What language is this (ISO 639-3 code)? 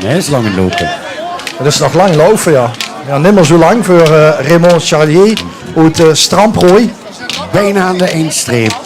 lim